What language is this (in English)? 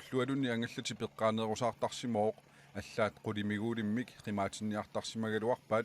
Kalaallisut